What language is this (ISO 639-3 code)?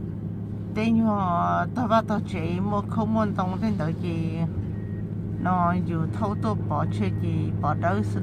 hmn